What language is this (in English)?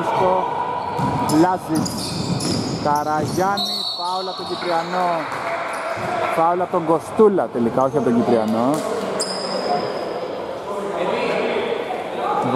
Greek